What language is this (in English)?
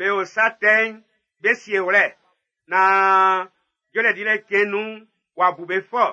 Baoulé